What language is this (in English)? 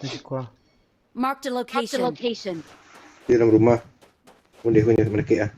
Minangkabau